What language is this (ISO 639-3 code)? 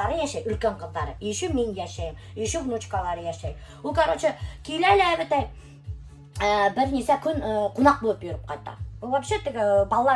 bak